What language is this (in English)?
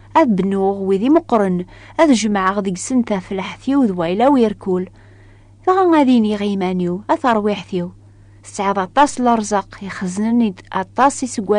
Kabyle